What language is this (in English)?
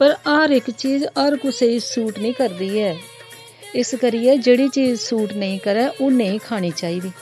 Dogri